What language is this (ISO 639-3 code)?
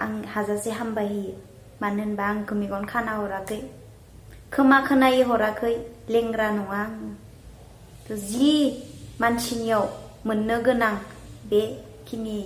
brx